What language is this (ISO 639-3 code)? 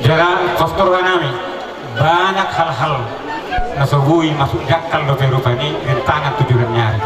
bbc